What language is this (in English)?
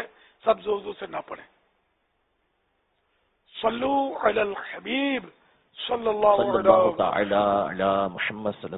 Urdu